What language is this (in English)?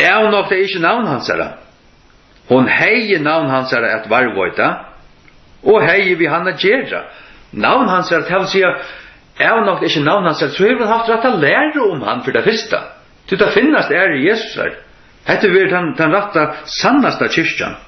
Faroese